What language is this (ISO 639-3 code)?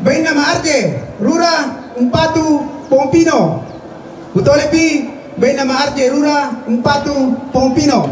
sda